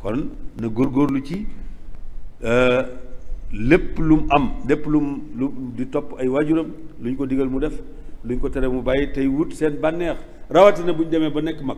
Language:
Wolof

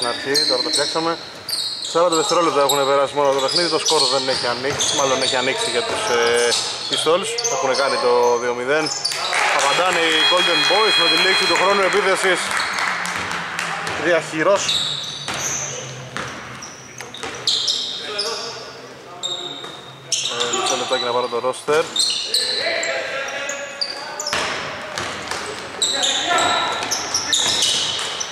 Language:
Greek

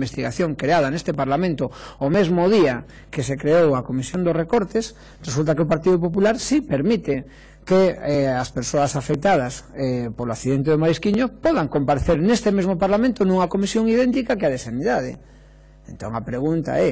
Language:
Galician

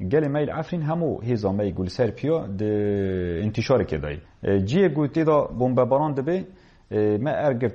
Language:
Kurdish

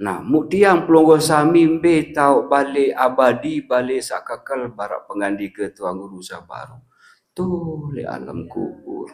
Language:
Sasak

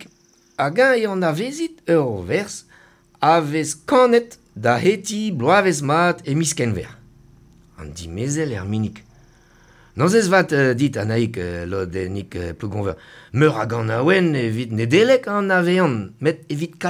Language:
Breton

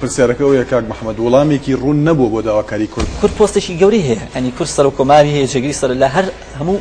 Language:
Central Kurdish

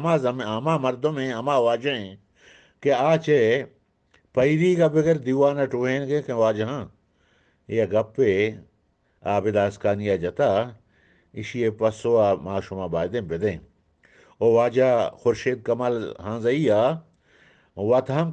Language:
Eastern Balochi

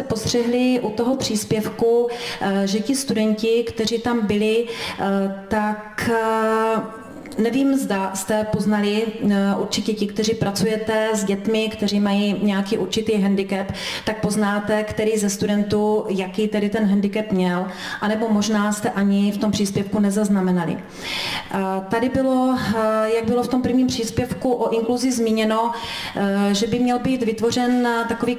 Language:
Czech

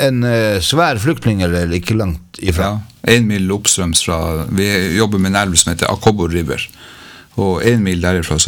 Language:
Norwegian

